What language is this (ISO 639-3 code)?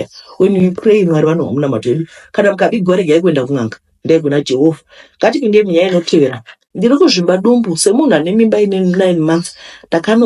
sna